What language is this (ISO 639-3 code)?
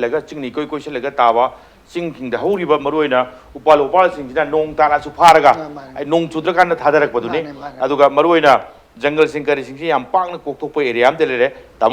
mni